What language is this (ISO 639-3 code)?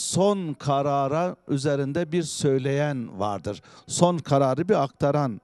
tur